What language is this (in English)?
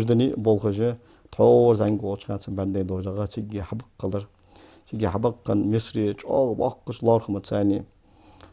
Ingush